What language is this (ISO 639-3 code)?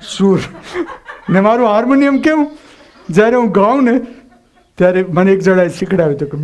guj